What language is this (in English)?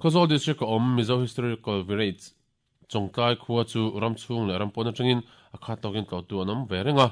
Mizo